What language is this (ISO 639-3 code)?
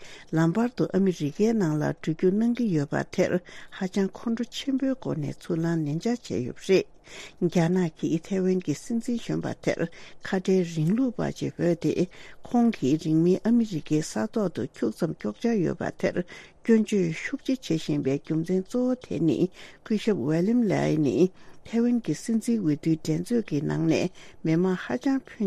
bod